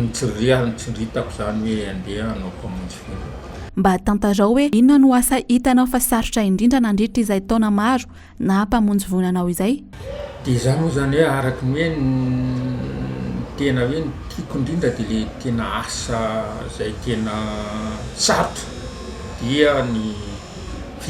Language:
Malagasy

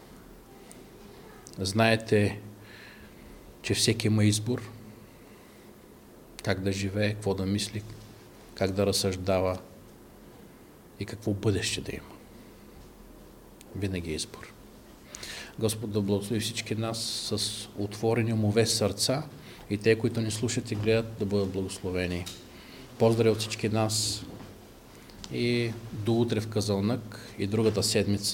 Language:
Bulgarian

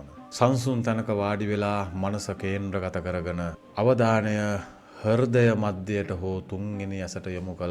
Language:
Sinhala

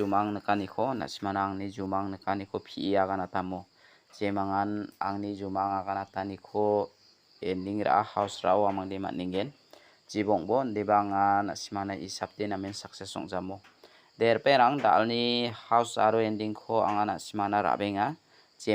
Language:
Garo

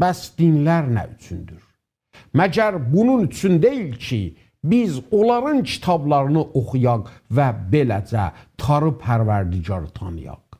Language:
South Azerbaijani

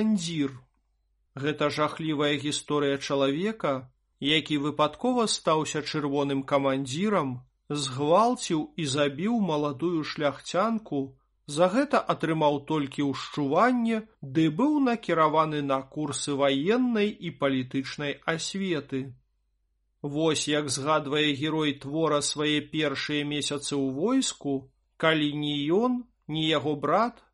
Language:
Belarusian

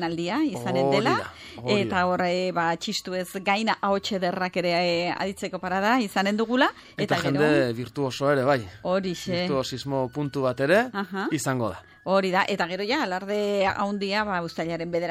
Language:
Basque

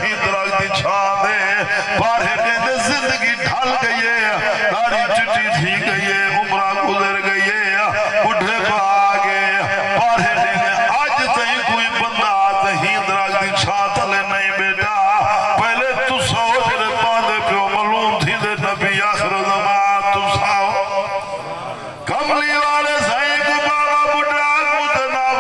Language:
Saraiki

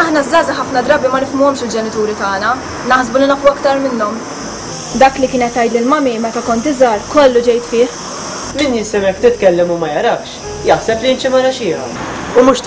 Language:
Maltese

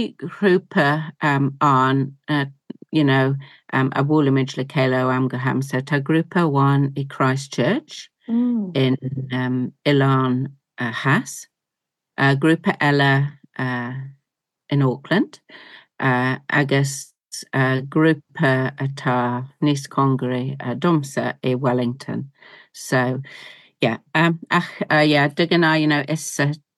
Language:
Irish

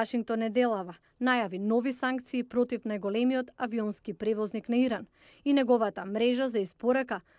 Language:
Macedonian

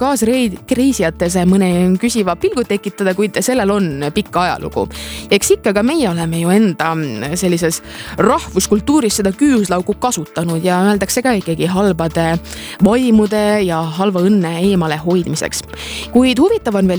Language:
Estonian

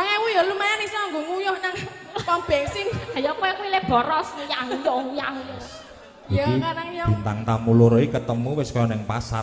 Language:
Javanese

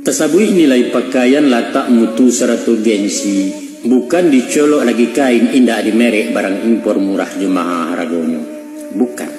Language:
Minangkabau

